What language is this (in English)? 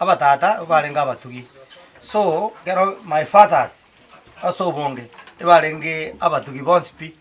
Gusii